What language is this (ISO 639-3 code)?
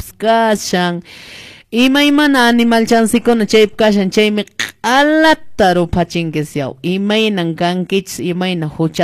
que